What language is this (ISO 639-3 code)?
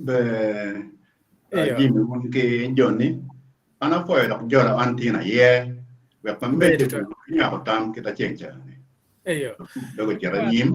ach